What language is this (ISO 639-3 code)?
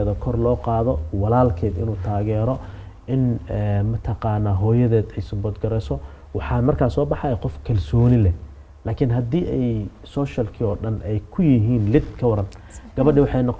som